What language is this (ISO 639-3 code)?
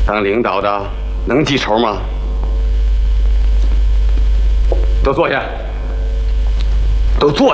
zho